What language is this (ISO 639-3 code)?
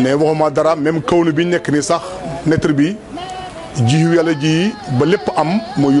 wol